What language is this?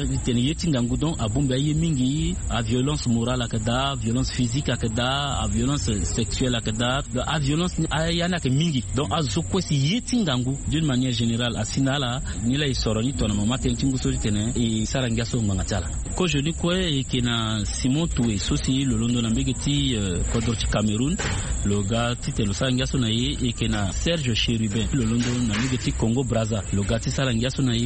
Sango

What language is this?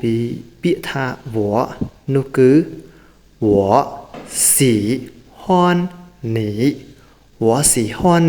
Khmer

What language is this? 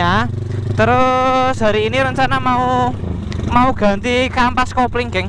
Indonesian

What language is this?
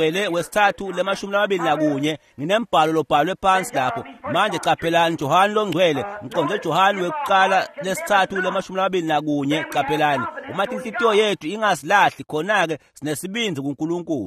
Swati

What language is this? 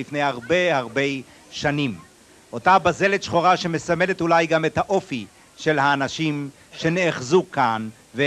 Hebrew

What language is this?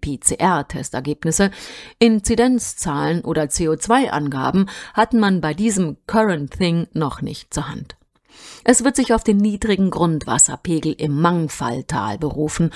German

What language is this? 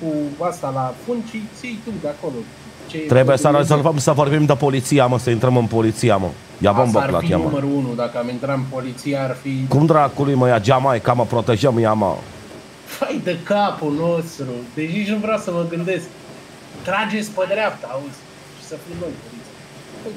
Romanian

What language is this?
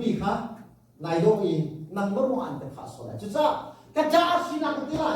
Hakha Chin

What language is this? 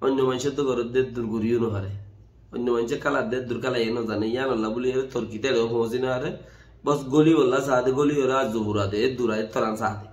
Rohingya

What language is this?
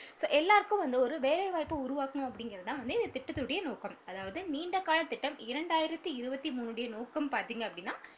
Tamil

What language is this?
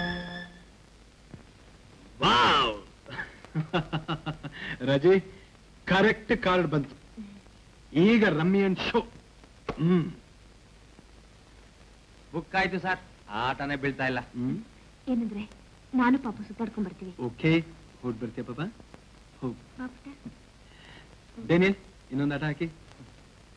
Kannada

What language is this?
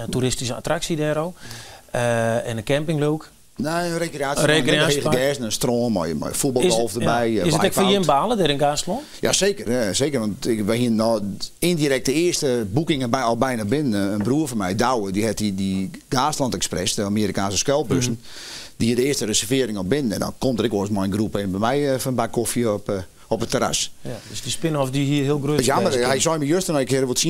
Western Frisian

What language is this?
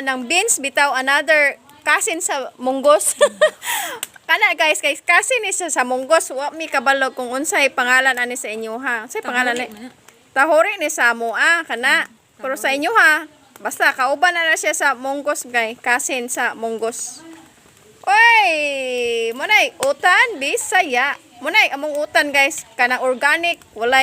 Cebuano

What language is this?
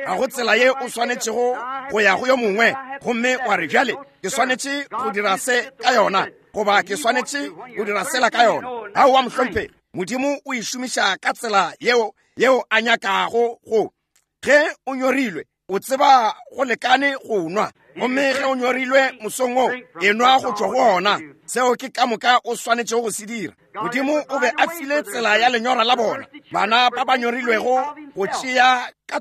Northern Sotho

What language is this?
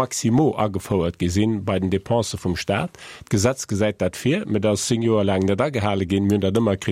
Luxembourgish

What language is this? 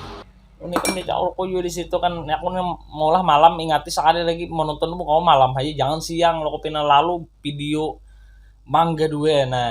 Banjar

